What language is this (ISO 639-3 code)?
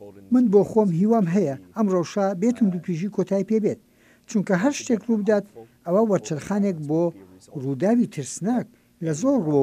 ckb